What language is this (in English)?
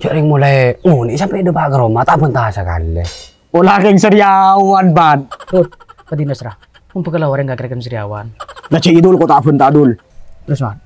Madurese